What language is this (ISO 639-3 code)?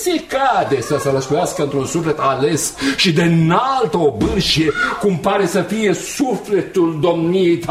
ron